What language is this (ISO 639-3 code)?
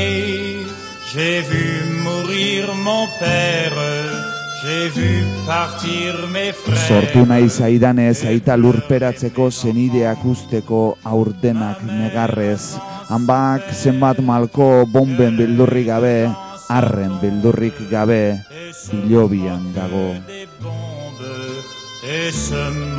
eus